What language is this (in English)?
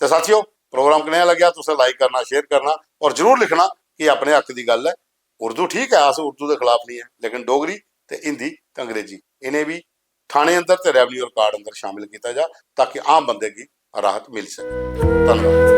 Dogri